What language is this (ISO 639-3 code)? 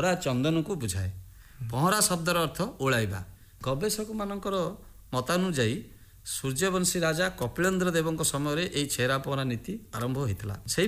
ori